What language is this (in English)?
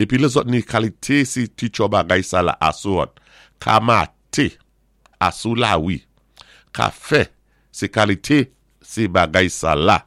Saint Lucian Creole French